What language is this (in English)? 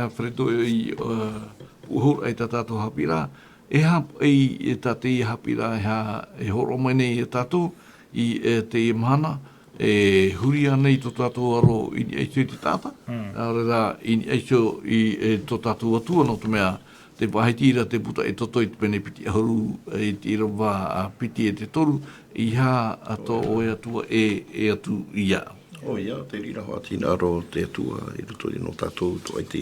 Tahitian